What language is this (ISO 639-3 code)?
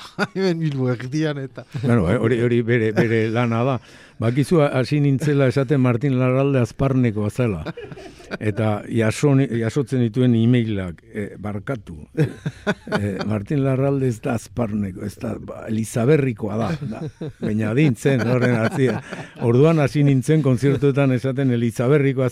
eus